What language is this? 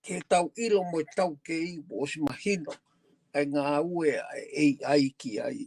Tongan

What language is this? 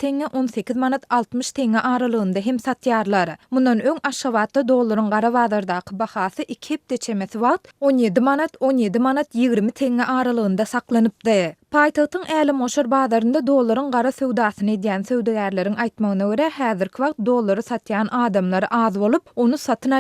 Turkmen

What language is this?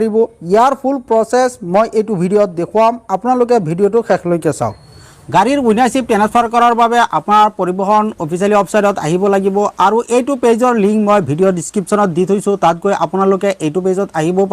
Assamese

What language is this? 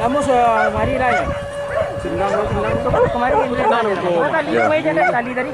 Minangkabau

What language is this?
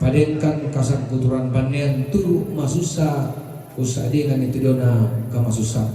Toraja-Sa'dan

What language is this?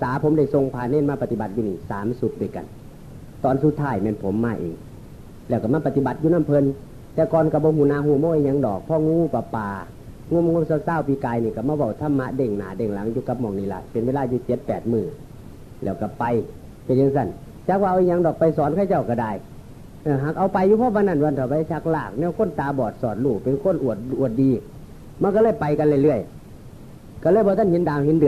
Northeastern Thai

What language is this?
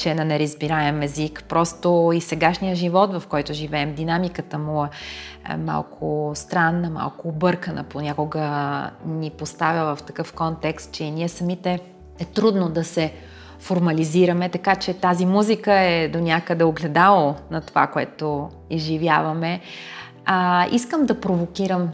Bulgarian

